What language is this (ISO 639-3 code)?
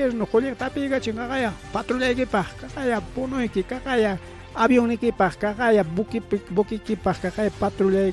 quy